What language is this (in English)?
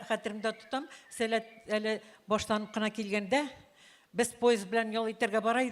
Tatar